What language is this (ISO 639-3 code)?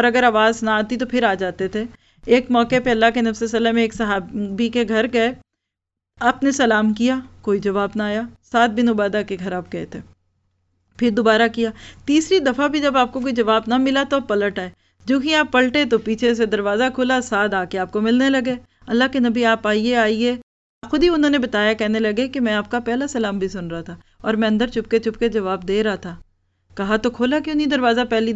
urd